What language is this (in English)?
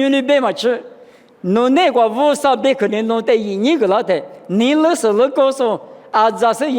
Lisu